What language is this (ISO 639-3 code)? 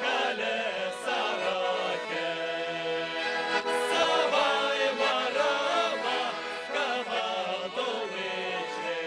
chv